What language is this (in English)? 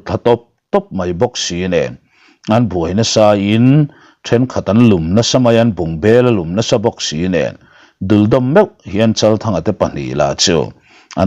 Mizo